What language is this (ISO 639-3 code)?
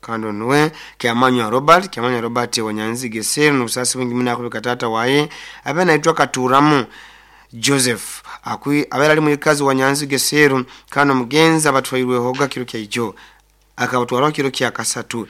nyo